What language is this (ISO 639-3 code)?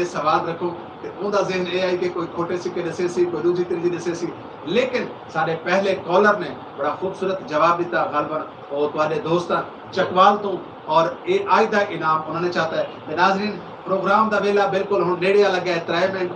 skr